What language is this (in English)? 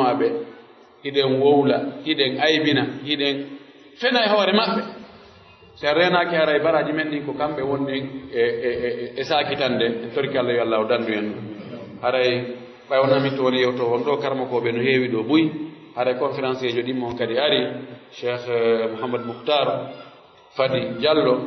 Pular